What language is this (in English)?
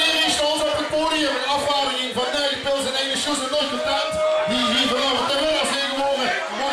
Limburgish